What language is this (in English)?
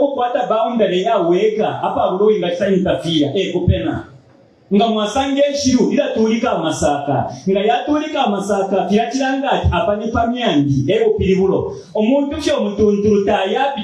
Bemba